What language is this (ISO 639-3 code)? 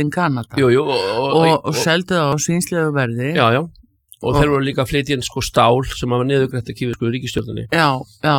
isl